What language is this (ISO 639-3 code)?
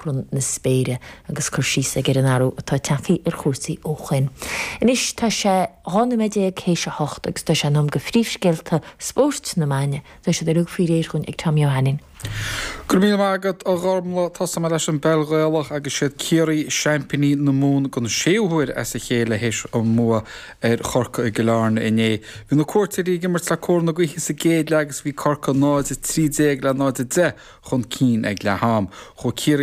gle